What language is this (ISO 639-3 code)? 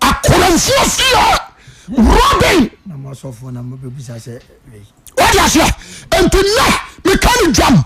aka